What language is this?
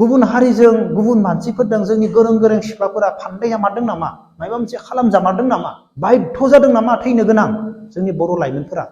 Bodo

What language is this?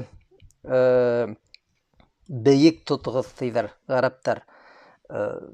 Bashkir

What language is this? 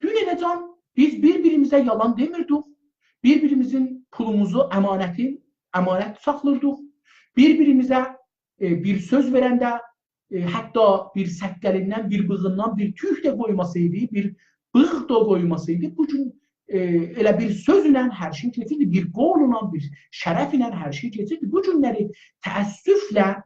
South Azerbaijani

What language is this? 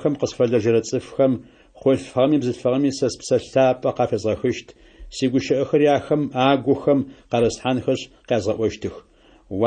Adyghe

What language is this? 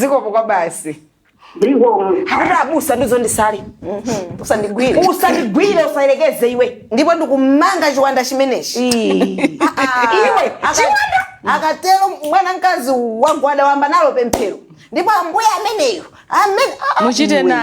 Nyanja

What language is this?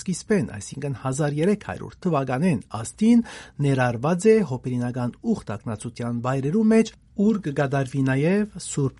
Western Armenian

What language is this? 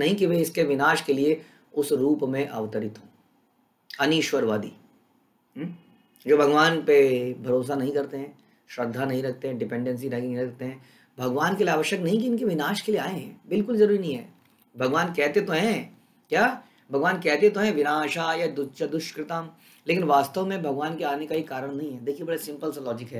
Hindi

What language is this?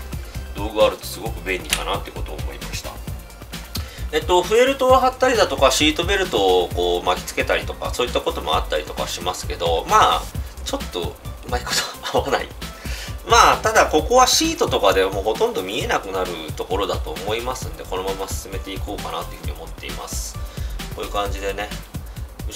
Japanese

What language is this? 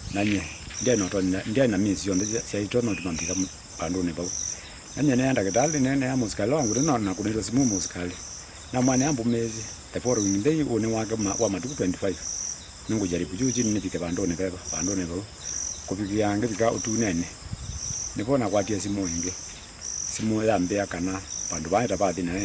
Kamba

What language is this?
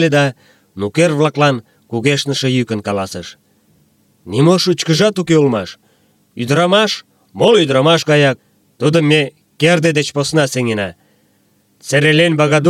Mari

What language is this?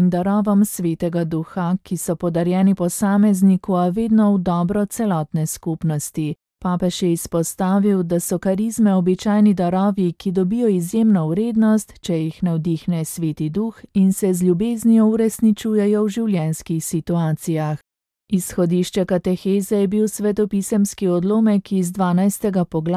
Slovenian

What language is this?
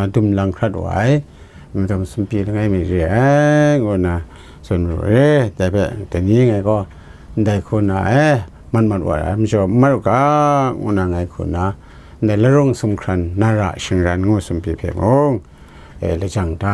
Kachin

